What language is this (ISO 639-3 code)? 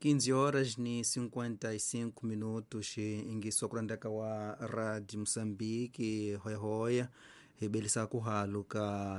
tso